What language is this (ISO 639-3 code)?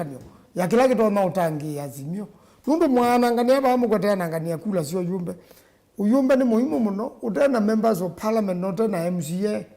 kam